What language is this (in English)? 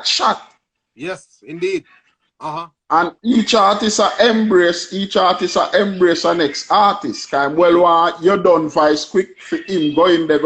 Jamaican Creole English